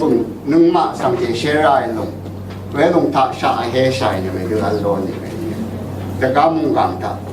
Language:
Rawang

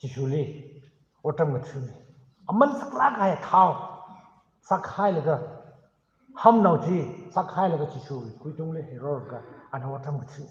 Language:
Tangkhul Naga (India)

